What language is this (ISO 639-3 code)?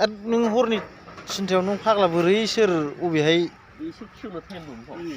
brx